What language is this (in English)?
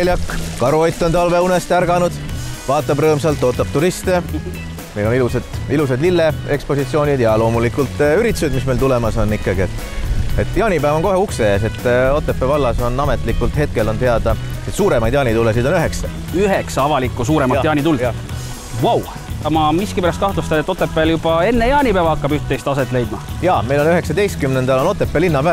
Estonian